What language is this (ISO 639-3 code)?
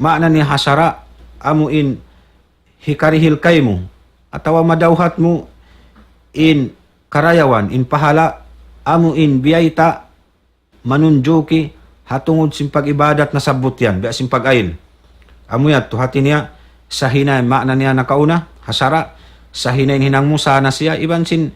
tsg